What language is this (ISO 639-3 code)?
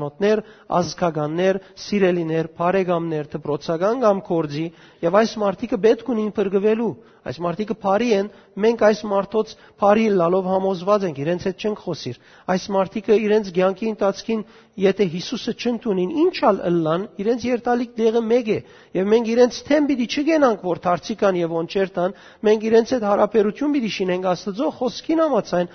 hyw